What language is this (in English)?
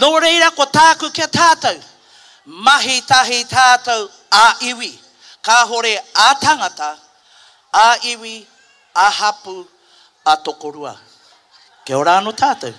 Māori